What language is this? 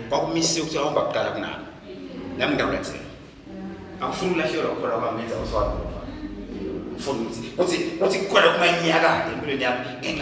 Swati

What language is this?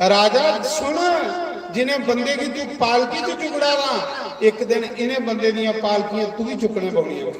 Dogri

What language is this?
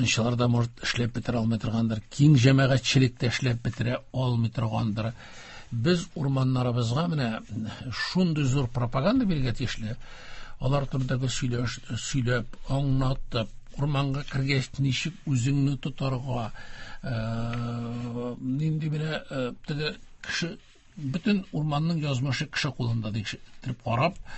Tatar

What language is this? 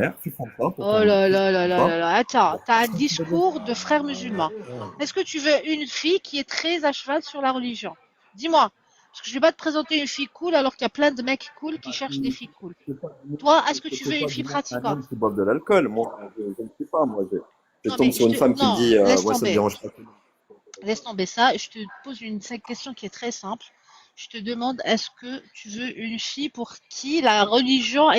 Kabyle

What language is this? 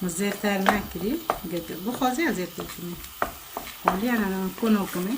Kurdish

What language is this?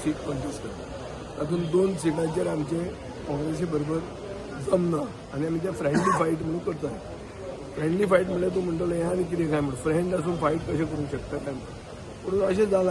Konkani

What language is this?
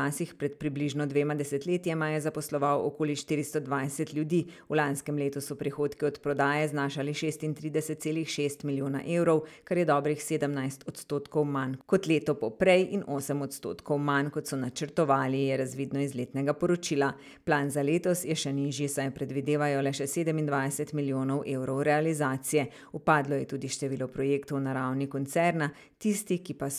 Slovenian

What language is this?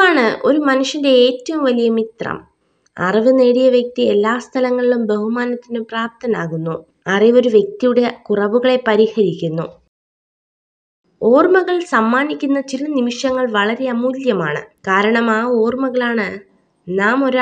Malayalam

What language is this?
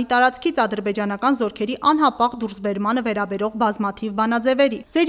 Armenian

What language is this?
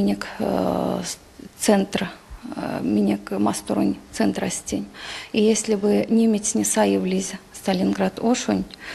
Erzya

